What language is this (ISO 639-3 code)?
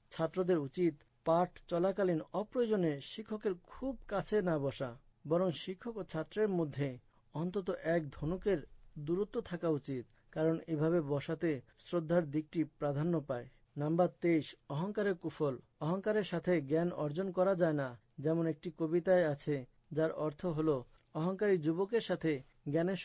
ben